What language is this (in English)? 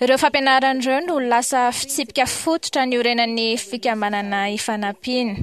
Malagasy